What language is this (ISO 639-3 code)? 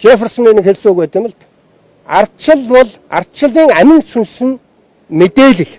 mon